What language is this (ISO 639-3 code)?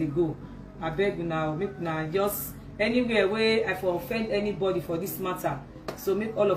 pcm